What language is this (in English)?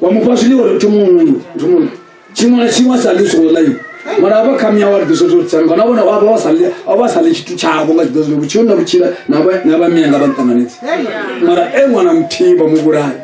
Venda